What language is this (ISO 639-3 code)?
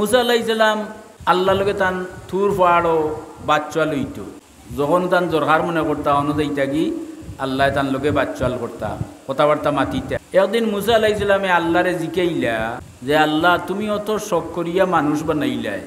syl